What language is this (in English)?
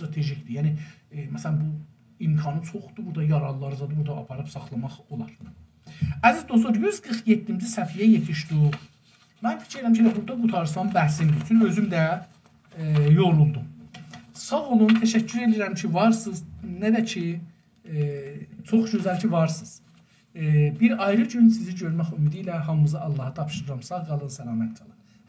South Azerbaijani